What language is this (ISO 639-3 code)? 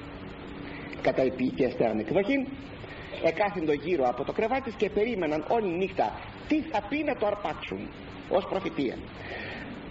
ell